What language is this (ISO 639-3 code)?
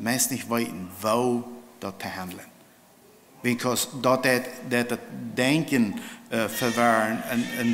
pdt